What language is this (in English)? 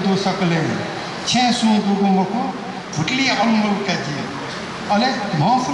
Newari